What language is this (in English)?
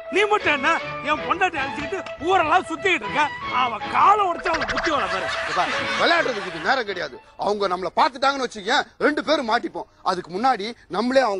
Tamil